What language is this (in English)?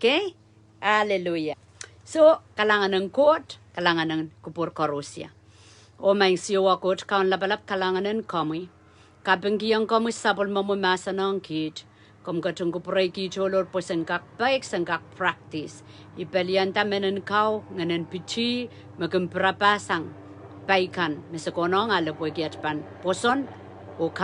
Pohnpeian